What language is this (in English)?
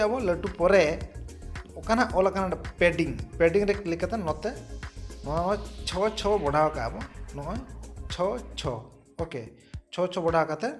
Santali